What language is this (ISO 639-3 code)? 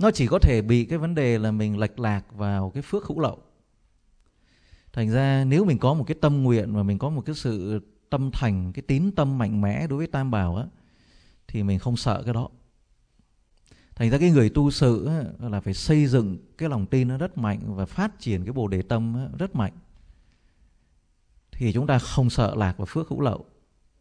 vie